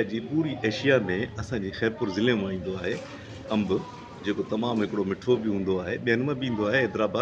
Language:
Sindhi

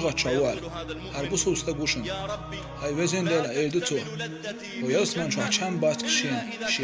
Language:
Chechen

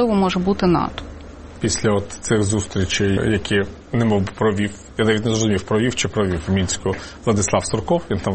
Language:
Ukrainian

